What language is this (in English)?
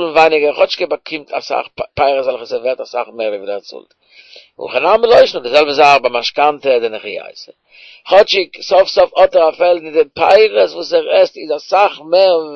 Yiddish